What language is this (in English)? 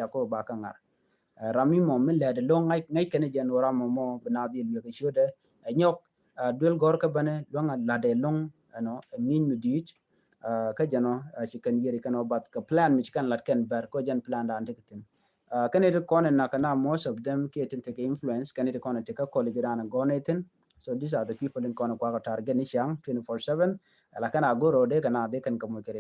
Nuer